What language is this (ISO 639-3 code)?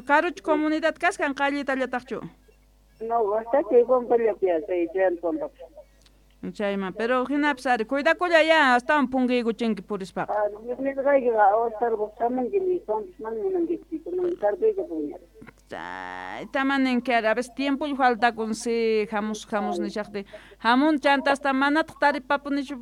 quh